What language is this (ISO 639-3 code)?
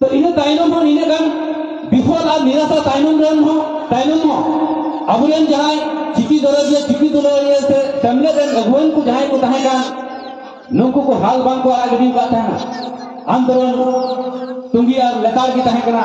sat